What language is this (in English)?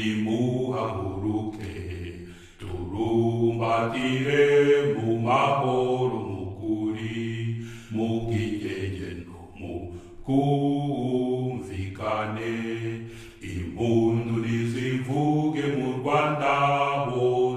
Kinyarwanda